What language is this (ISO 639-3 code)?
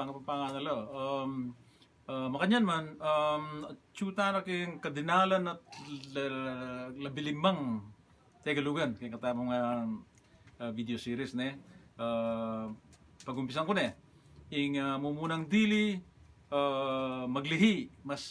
pam